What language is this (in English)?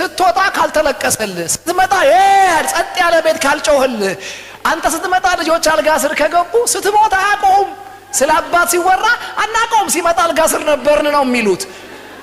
Amharic